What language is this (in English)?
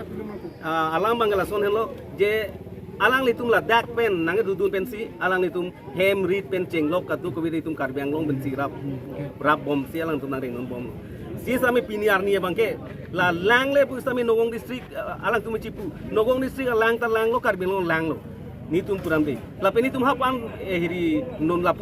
Karbi